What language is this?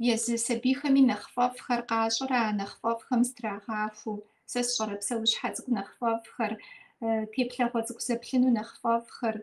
Kabardian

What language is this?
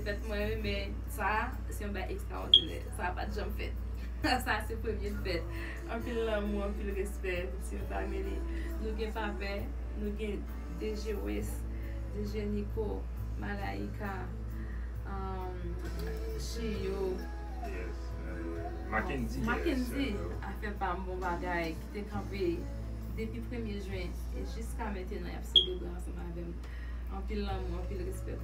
Haitian Creole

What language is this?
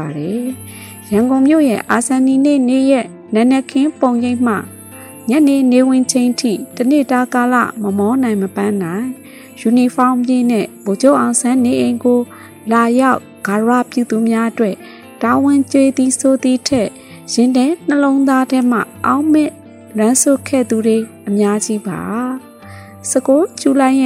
Burmese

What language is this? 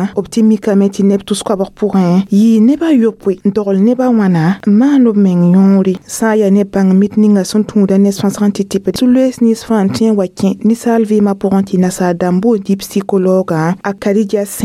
Mossi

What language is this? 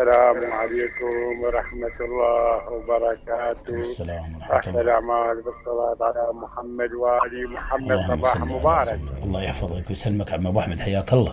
Mesopotamian Arabic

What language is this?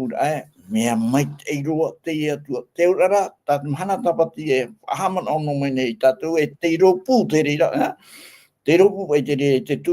Tahitian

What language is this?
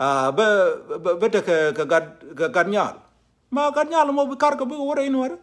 Nuer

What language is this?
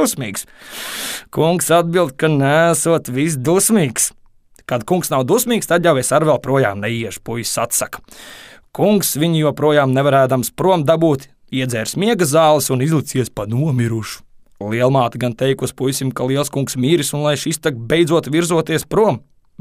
Latvian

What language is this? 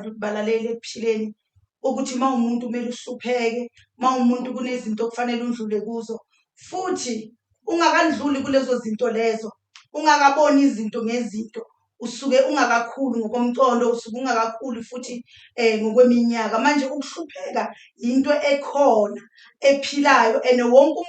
Zulu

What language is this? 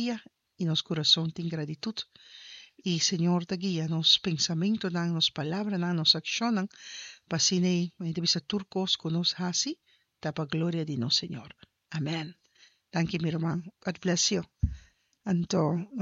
Papiamento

